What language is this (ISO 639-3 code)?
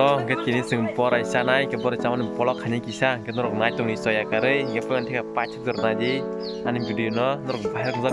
trp